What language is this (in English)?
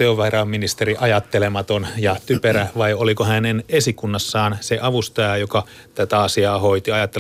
Finnish